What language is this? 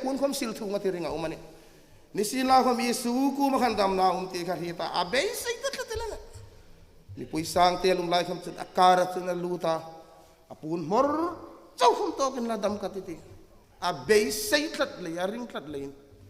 Hmar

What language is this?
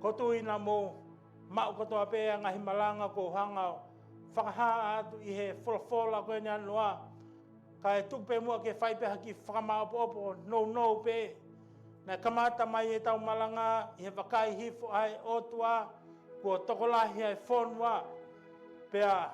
Tongan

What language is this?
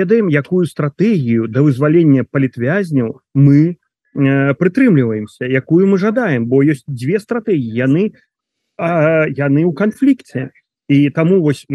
Belarusian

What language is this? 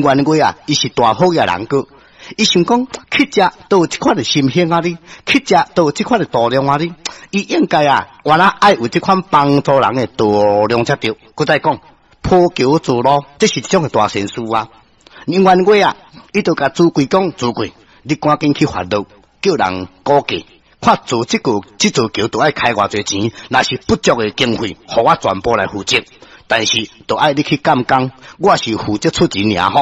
Min Nan Chinese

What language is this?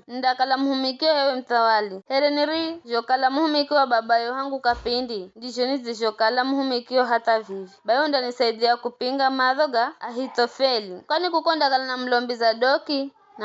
Giryama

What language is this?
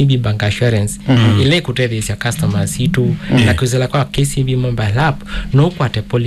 Kamba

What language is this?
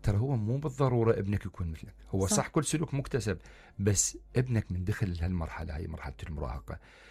Mesopotamian Arabic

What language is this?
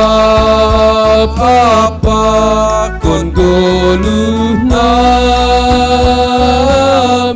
Batak Simalungun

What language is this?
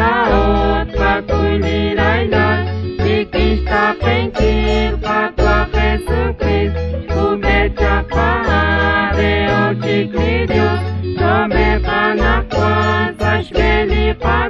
Kekchí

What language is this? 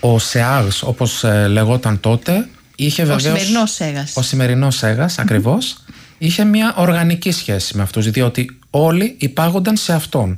Greek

